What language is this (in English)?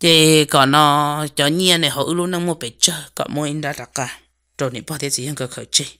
Hmong